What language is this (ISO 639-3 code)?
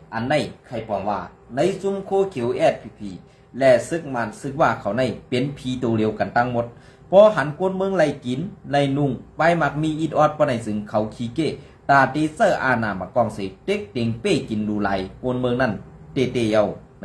shn